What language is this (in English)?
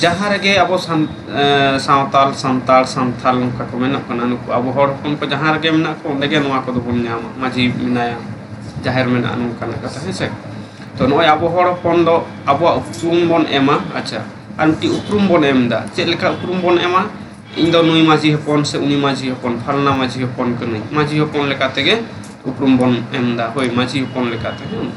Santali